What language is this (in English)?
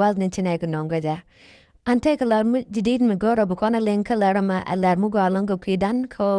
Nuer